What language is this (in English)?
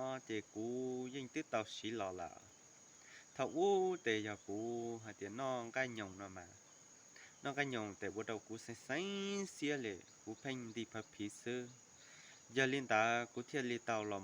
Hmong